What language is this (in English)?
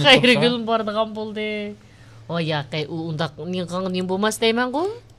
Uyghur